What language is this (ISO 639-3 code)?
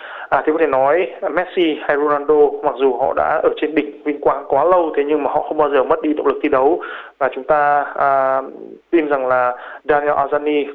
vie